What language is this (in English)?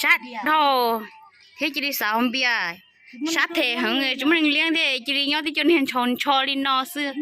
Hmong